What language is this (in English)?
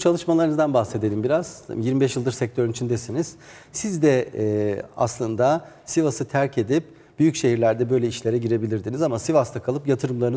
Turkish